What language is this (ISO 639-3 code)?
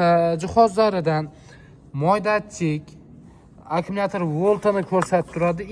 uzb